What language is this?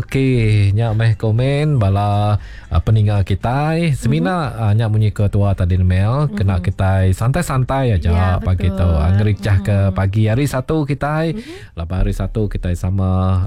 Iban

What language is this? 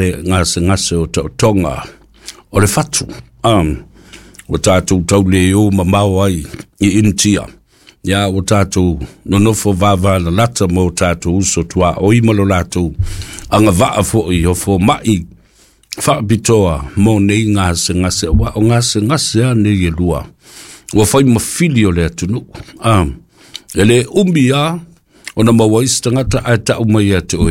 Samoan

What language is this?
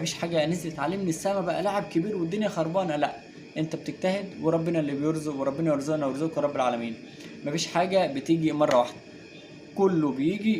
Egyptian Arabic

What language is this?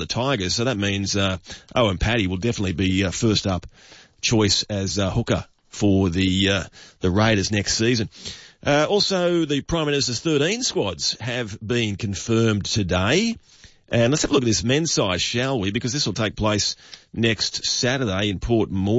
English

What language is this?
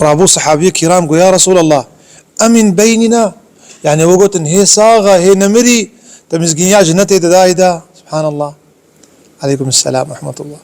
Kurdish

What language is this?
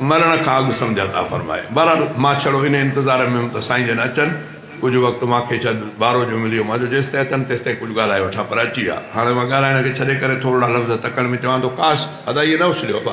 Sindhi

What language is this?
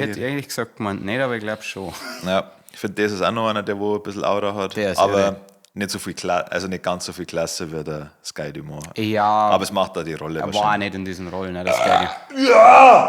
Bavarian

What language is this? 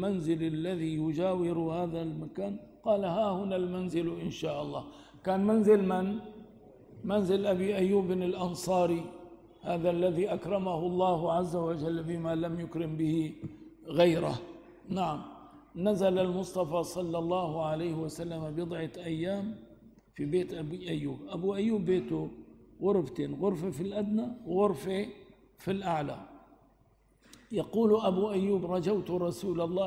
Arabic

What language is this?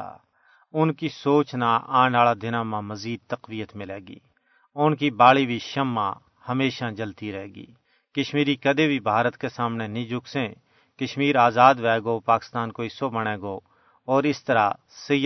Gujari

